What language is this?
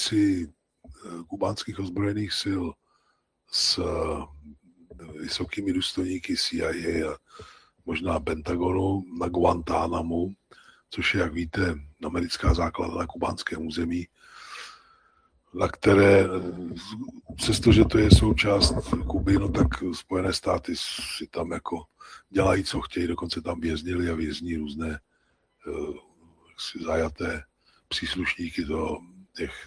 Czech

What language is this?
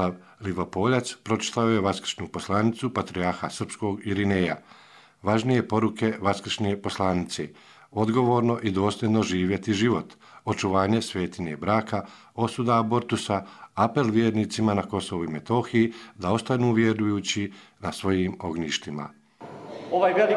Croatian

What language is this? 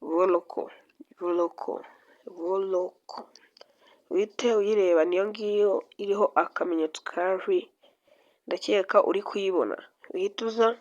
Kinyarwanda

